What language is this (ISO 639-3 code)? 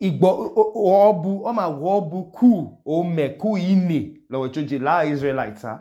idu